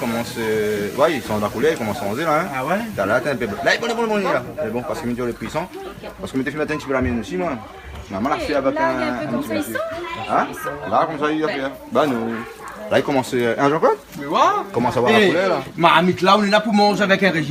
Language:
Réunion Creole French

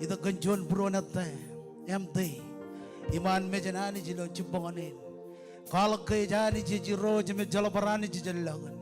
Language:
Marshallese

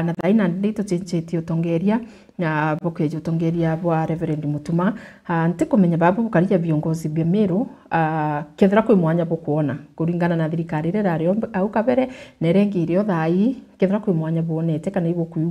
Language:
Meru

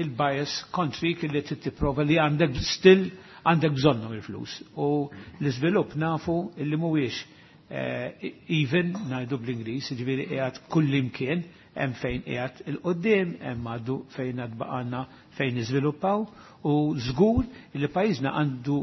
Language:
Maltese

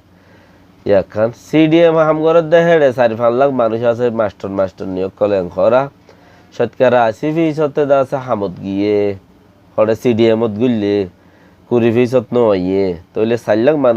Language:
Rohingya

